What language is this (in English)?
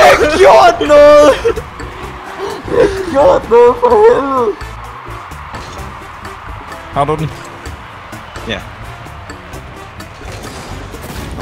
Danish